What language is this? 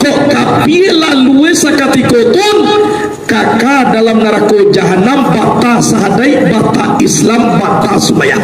Minangkabau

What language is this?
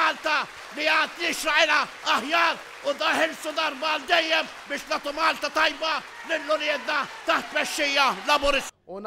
Maltese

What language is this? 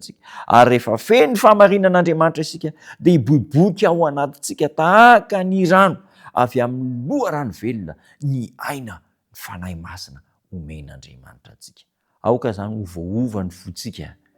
Malagasy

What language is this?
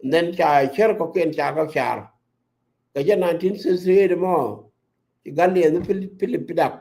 Nuer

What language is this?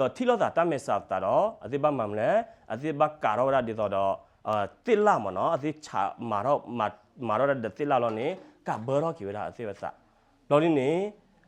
S'gaw Karen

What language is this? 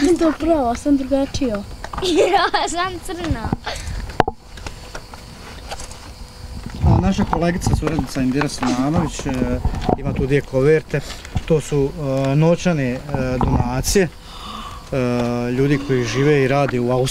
Bosnian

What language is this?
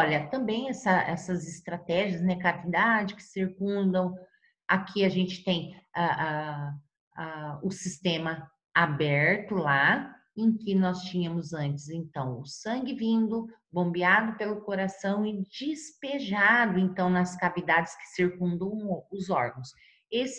Portuguese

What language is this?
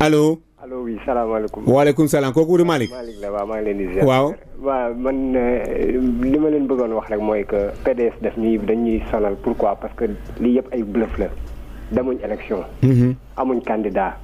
Wolof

